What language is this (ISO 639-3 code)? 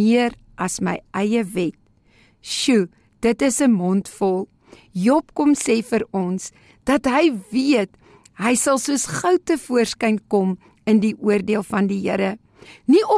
afr